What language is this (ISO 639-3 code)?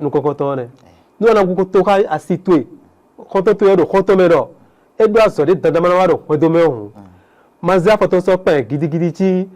fon